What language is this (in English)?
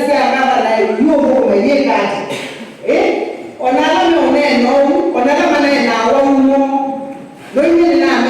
Kamba